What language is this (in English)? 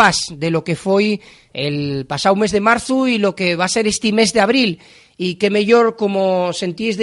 Asturian